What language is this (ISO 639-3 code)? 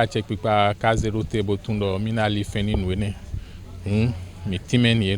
fon